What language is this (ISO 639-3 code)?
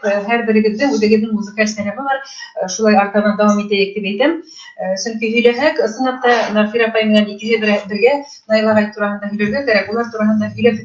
bak